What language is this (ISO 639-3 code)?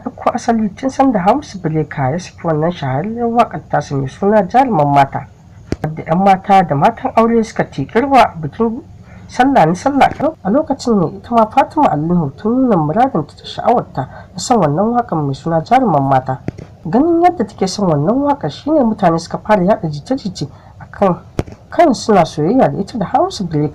hau